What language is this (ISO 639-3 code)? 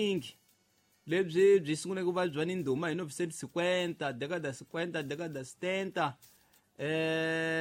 tso